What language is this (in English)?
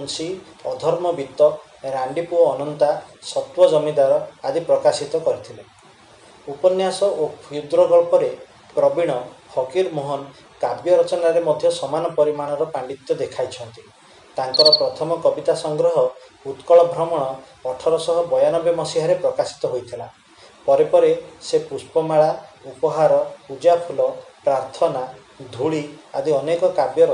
Odia